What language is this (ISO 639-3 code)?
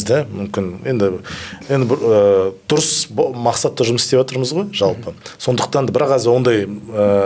kaz